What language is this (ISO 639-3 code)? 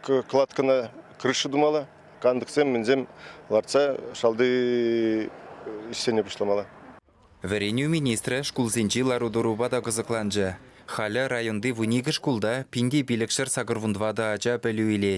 chv